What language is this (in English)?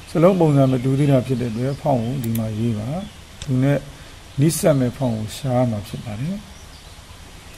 Burmese